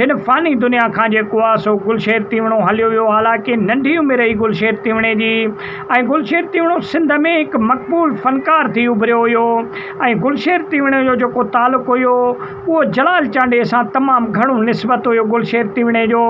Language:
Sindhi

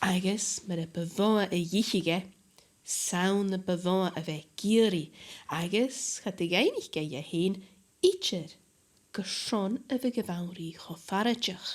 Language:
Scottish Gaelic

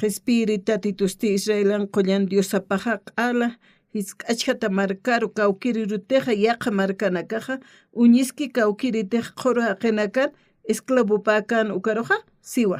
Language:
Aymara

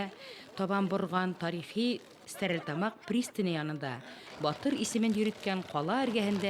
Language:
Bashkir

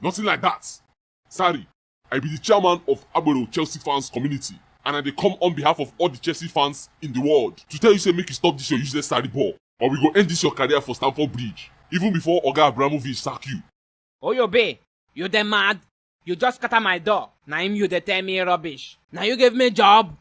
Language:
Nigerian Pidgin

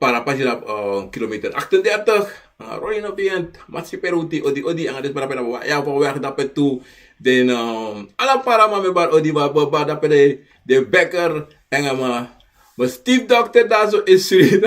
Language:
Sranan Tongo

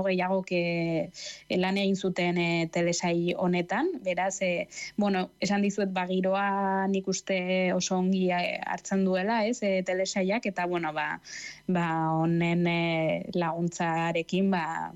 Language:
Basque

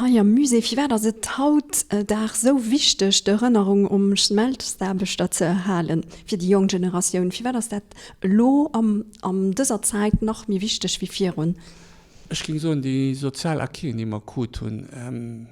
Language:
Luxembourgish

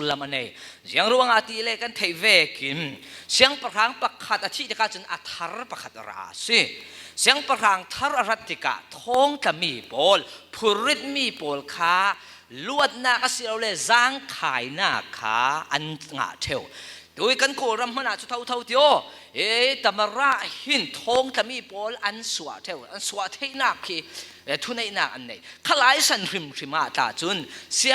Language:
Falam Chin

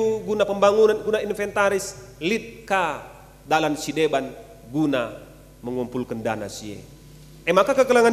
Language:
Batak Karo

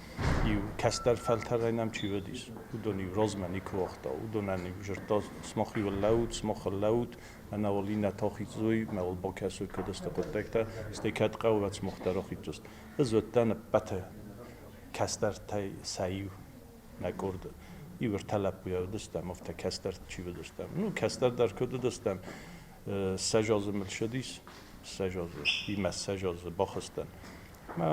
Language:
Ossetic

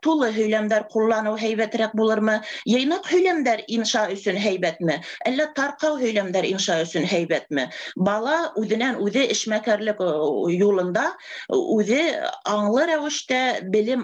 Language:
Bashkir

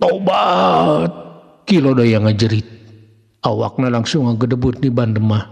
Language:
Sundanese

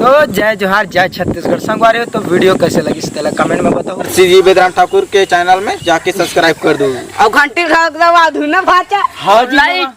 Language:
Chhattisgarhi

